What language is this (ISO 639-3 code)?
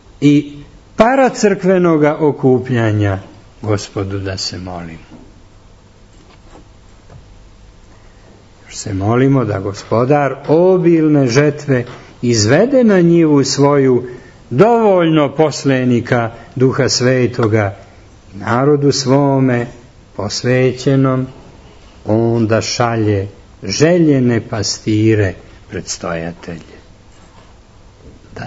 srp